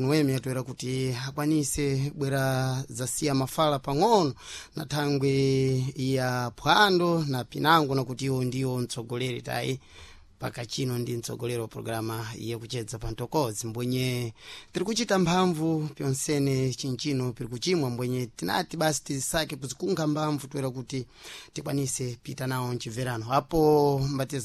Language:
Sena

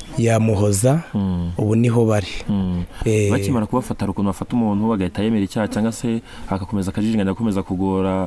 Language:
Kinyarwanda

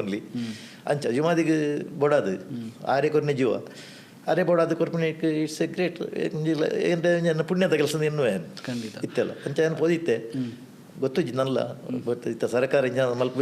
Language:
Tulu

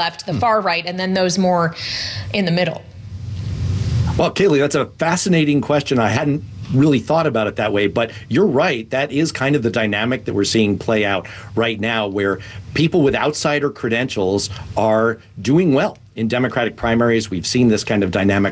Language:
English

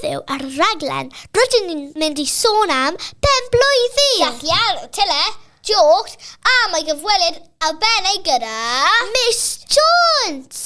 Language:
Welsh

